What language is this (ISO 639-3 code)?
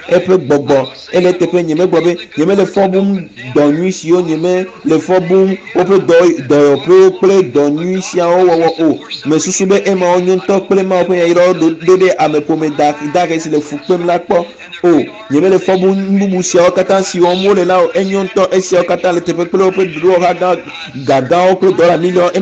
ewe